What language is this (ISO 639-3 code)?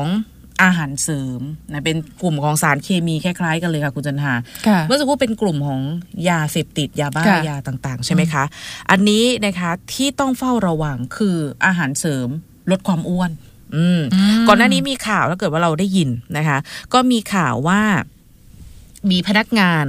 tha